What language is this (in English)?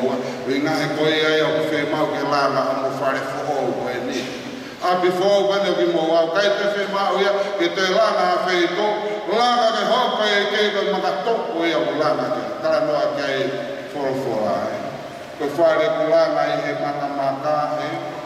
Tongan